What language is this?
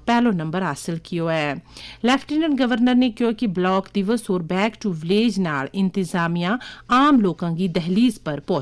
Gujari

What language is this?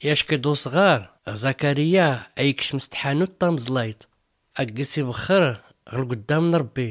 Tachelhit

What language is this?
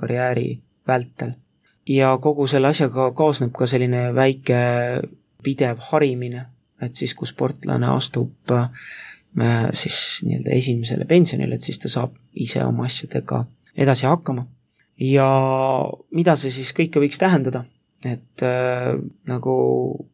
Estonian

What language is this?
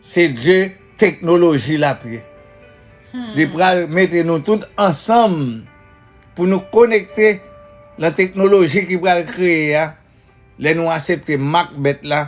Haitian Creole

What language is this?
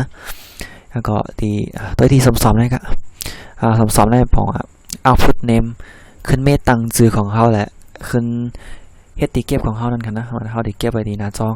Shan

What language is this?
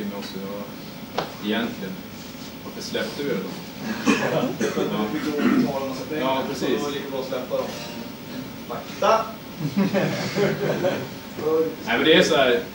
Swedish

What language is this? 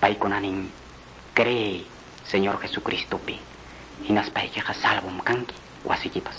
Quechua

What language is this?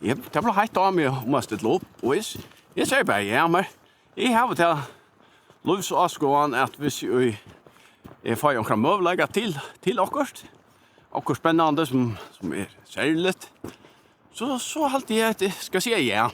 Faroese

